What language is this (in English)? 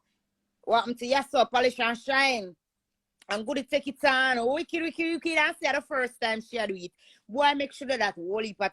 Jamaican Creole English